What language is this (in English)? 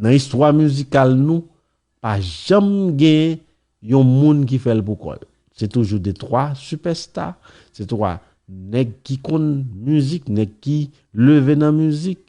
Haitian Creole